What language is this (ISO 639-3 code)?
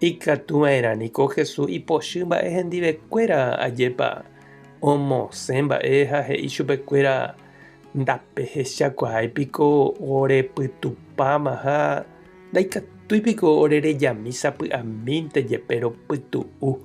grn